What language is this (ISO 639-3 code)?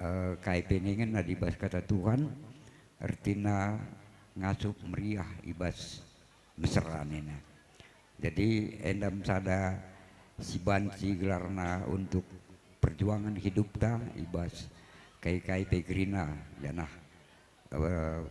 btx